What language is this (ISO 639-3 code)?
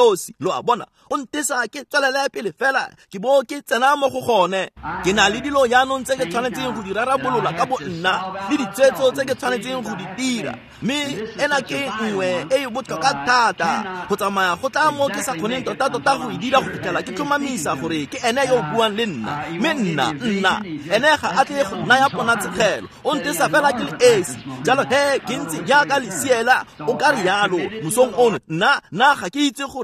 tsn